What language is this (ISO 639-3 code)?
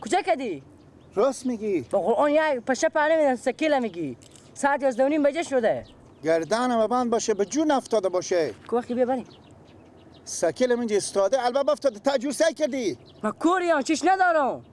fas